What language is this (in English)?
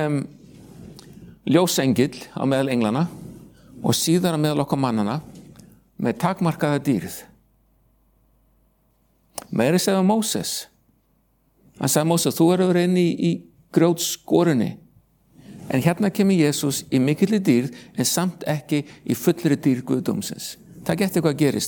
Icelandic